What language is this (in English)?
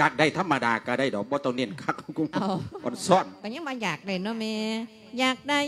Lao